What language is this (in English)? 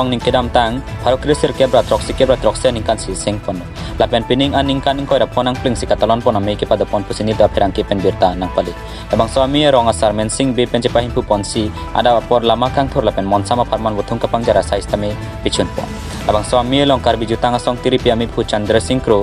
Karbi